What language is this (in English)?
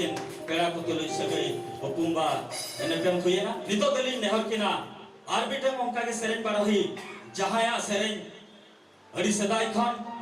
Santali